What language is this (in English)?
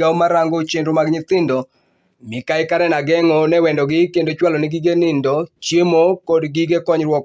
Luo (Kenya and Tanzania)